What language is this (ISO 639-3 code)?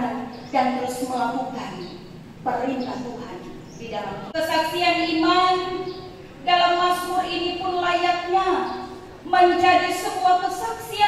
ind